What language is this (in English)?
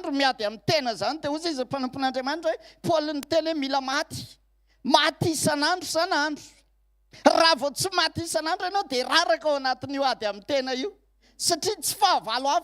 Malagasy